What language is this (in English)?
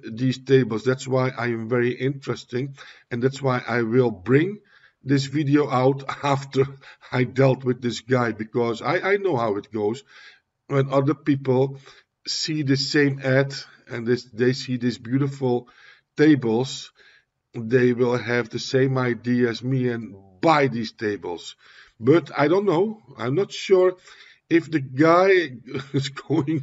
English